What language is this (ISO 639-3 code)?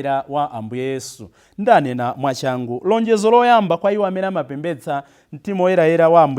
nya